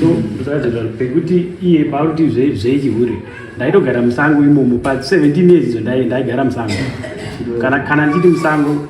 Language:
Shona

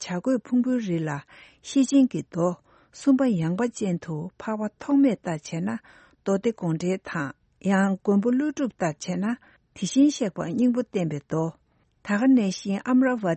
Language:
Tibetan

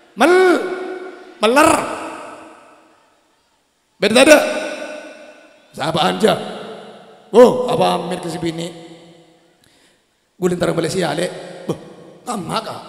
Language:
Madurese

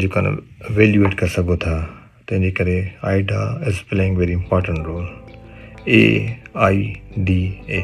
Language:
Sindhi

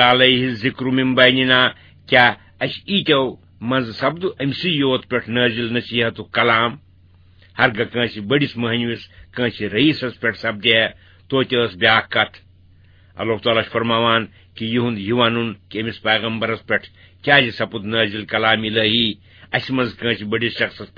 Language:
Kashmiri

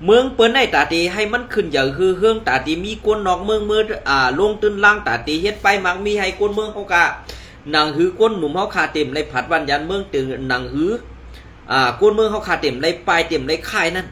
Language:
Shan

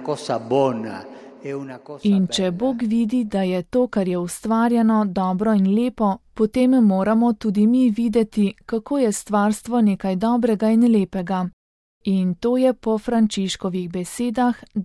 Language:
Slovenian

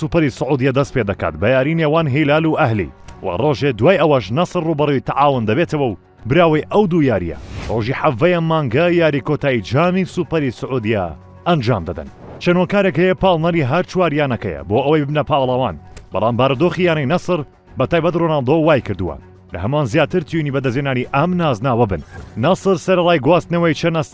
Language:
Central Kurdish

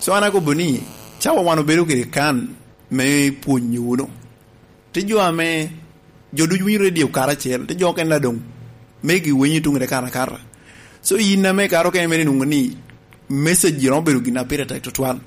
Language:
Lango (Uganda)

